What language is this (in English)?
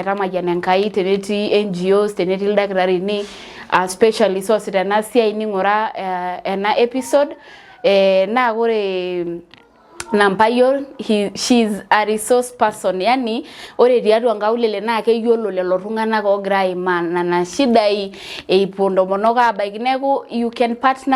Masai